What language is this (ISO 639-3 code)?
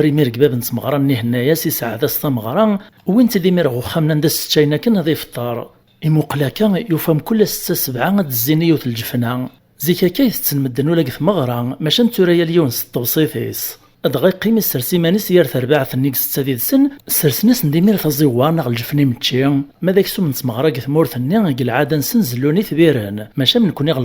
kab